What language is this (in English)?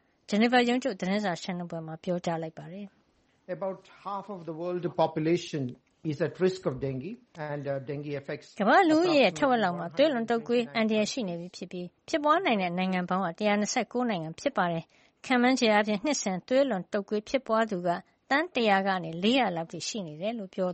Burmese